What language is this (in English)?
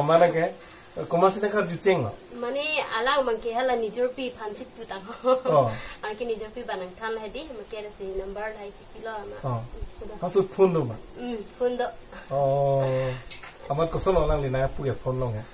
Karbi